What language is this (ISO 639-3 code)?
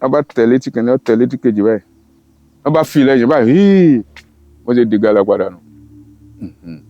yor